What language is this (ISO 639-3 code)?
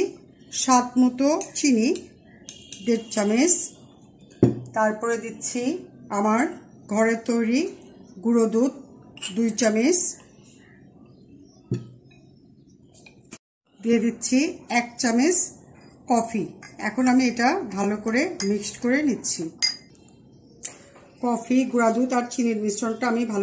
ben